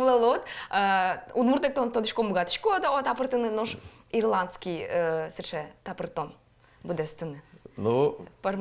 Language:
Udmurt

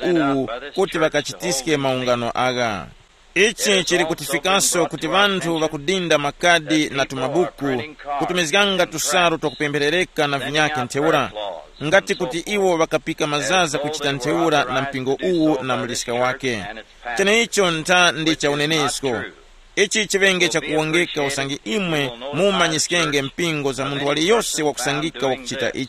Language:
Tumbuka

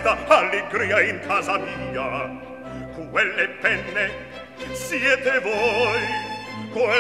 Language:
Italian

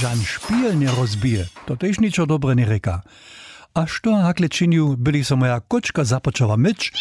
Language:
Upper Sorbian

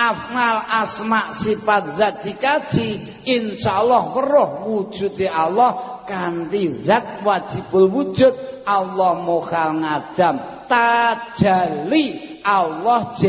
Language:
Javanese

